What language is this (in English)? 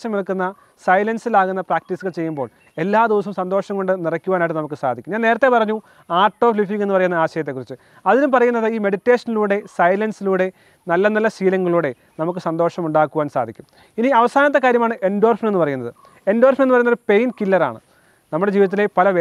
Malayalam